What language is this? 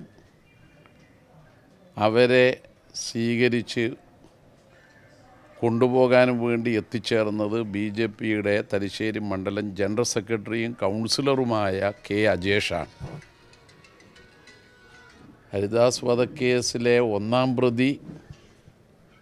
Malayalam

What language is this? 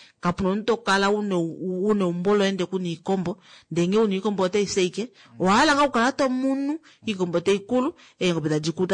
Kuanyama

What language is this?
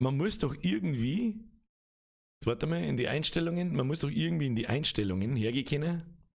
Bavarian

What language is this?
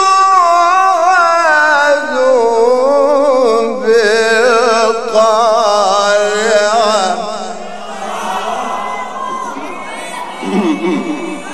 Arabic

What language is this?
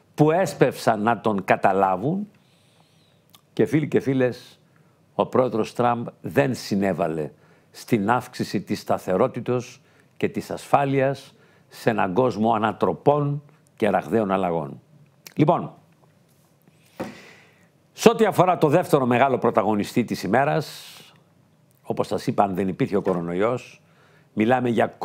Greek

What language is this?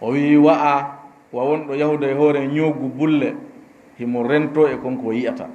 Fula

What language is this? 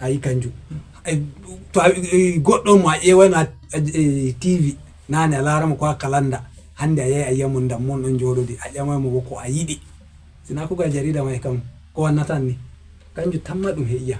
Fula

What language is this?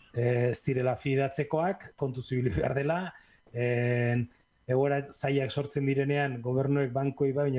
Basque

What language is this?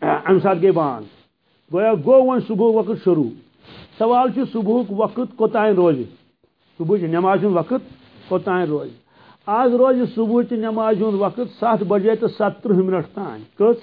Kashmiri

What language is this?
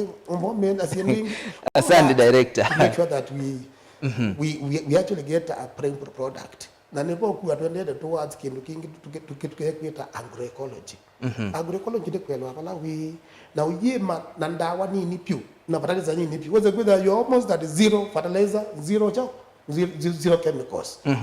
Kamba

